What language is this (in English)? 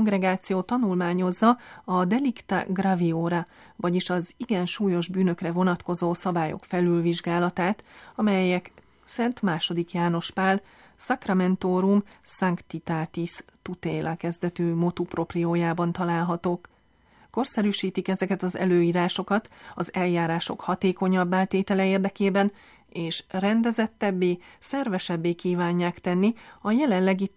Hungarian